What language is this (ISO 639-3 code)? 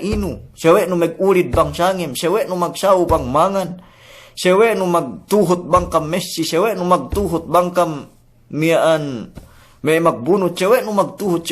yka